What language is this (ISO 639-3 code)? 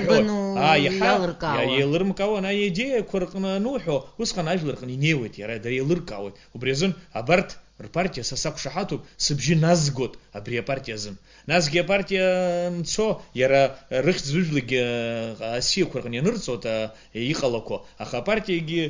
abk